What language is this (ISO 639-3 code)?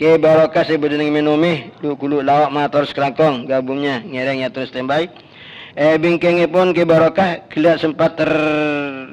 mad